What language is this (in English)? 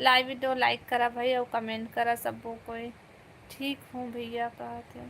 Chhattisgarhi